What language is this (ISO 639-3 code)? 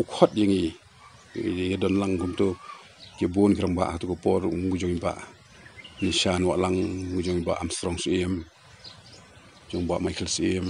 kha